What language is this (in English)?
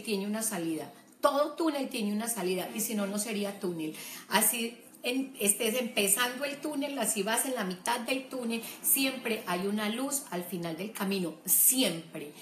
Spanish